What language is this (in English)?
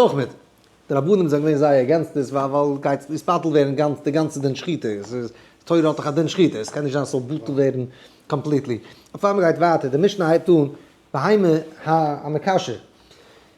Yiddish